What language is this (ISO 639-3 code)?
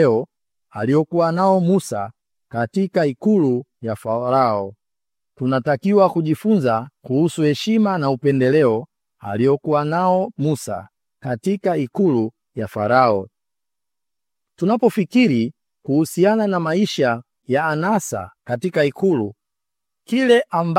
swa